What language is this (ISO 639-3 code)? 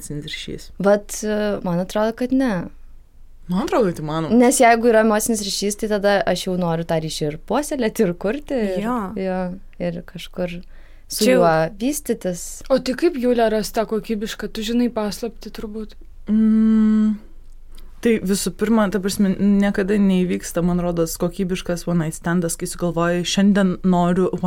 lit